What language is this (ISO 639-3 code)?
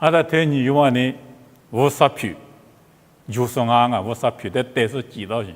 lis